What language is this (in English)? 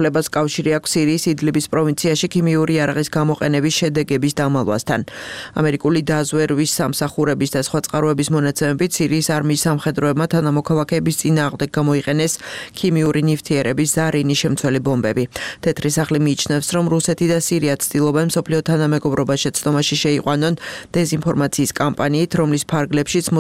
Georgian